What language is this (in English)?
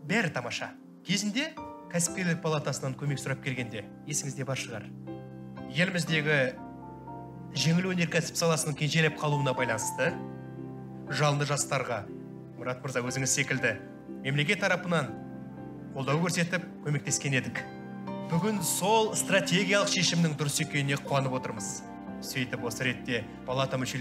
Kazakh